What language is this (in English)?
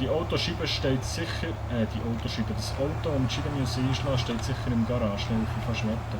Swiss German